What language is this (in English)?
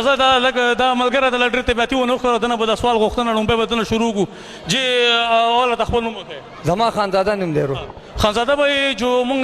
Pashto